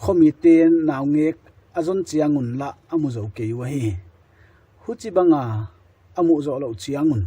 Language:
Paite Chin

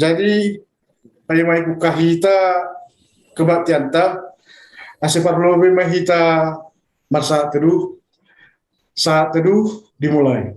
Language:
Batak Simalungun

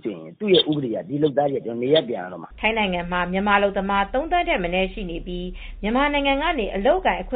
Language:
Burmese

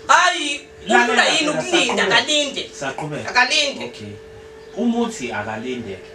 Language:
Zulu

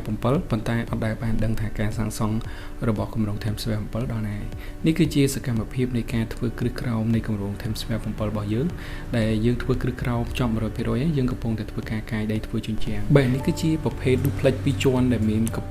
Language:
Khmer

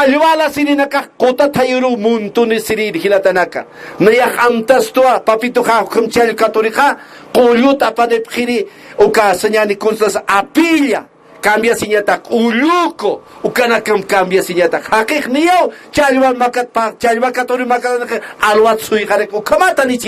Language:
Aymara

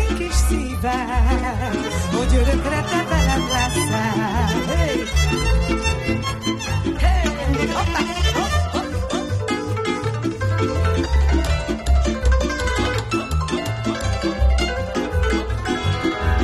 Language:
Hungarian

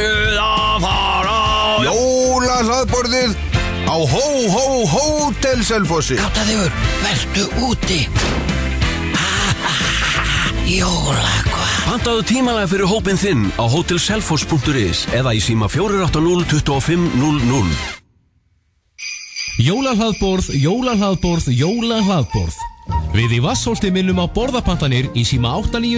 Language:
Icelandic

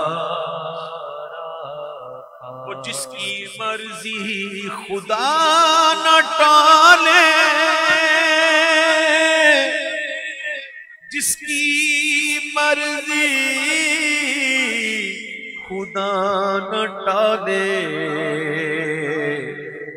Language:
Hindi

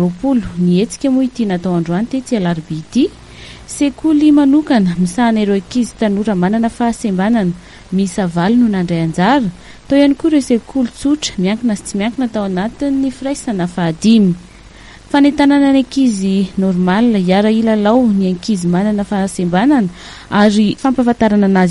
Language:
Malagasy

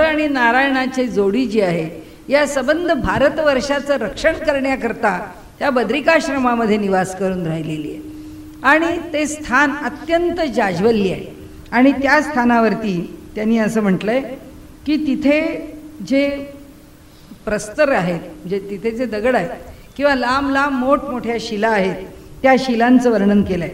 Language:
Marathi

